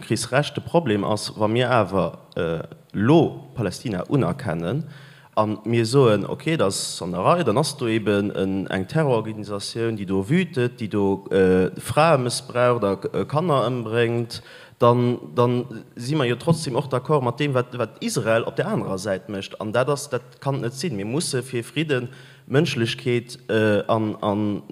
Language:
Luxembourgish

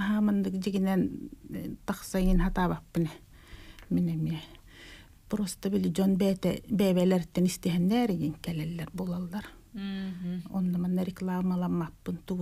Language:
Yakut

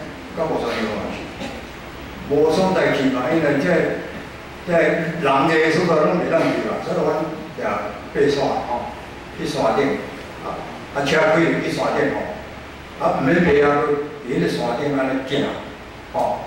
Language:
Min Nan Chinese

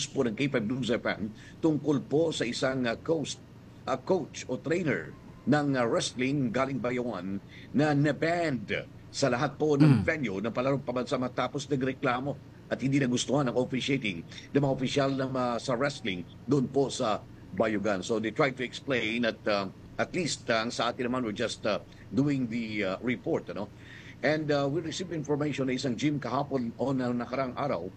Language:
Filipino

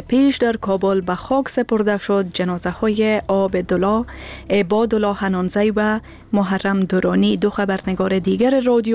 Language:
Persian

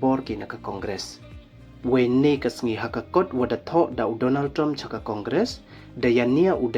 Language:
Pnar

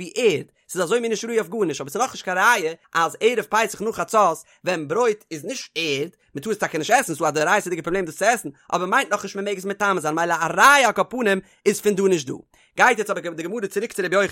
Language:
Yiddish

